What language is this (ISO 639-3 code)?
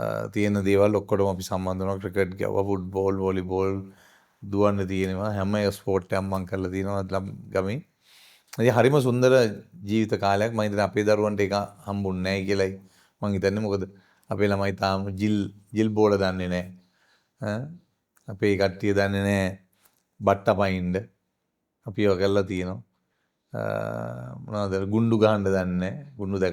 sin